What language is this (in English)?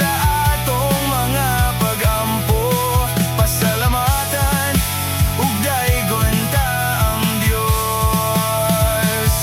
Cebuano